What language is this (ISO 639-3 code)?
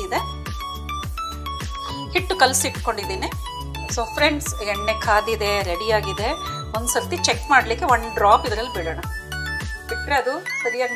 kan